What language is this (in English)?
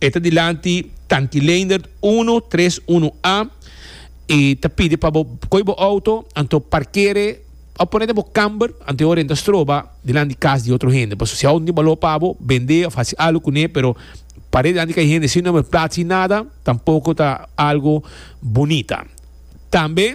Papiamento